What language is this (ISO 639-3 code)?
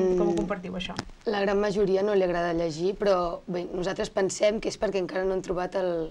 cat